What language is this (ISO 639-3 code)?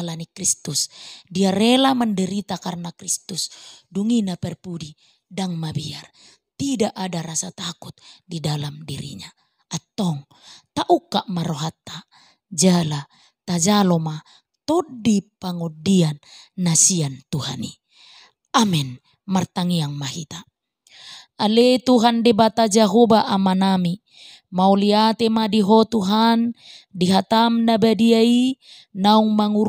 bbc